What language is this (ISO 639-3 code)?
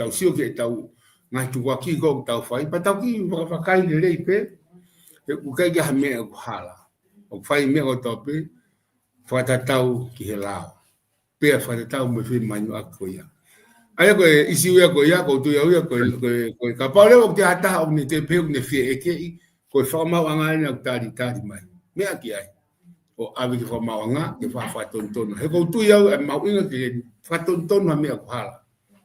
ton